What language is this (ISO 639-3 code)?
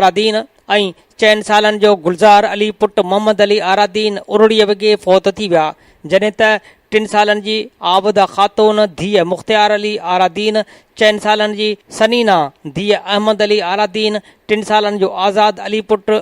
snd